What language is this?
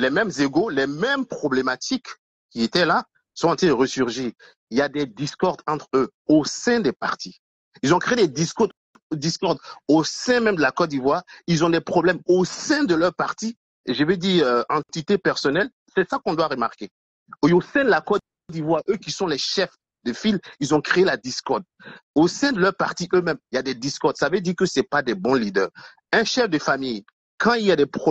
French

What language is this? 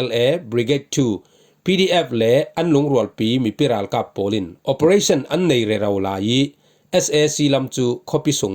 Falam Chin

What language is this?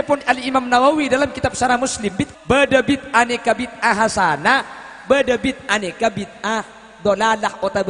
Madurese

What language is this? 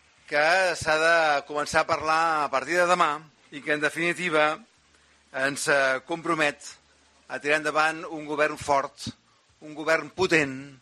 Catalan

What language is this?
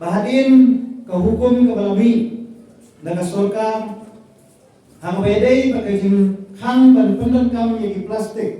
Khasi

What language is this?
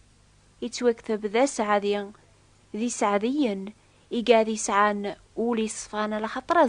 Kabyle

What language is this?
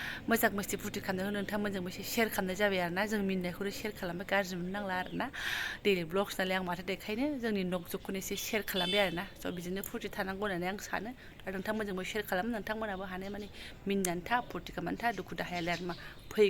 Bodo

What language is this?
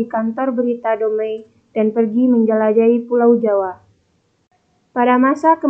Indonesian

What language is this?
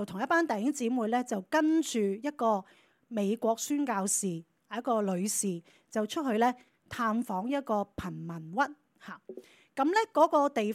Cantonese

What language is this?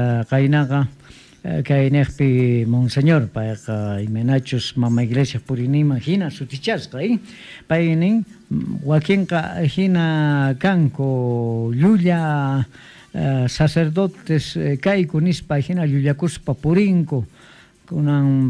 Quechua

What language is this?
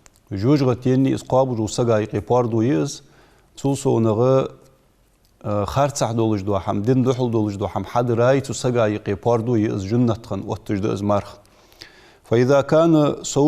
Ingush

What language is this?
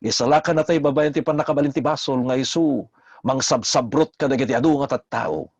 Iloko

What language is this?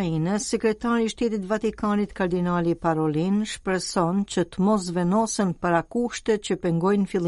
Albanian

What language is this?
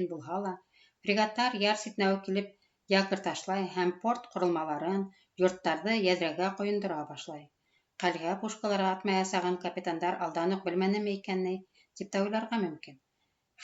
Bashkir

